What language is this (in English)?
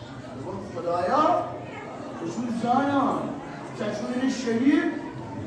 Kashmiri